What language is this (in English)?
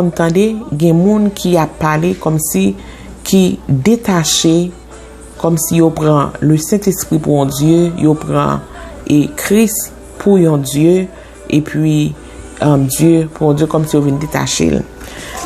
Haitian Creole